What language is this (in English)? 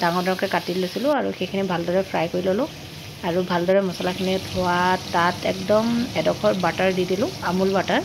Assamese